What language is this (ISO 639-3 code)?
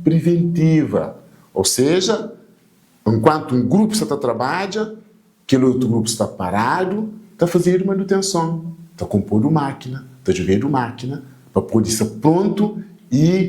kea